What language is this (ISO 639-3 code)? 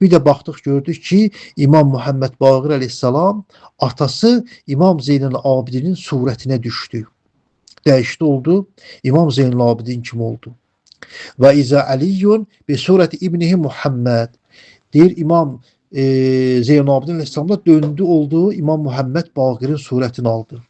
aze